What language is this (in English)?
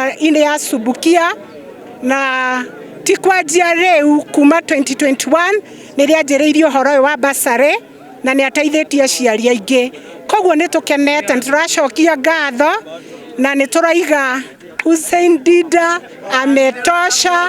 Kikuyu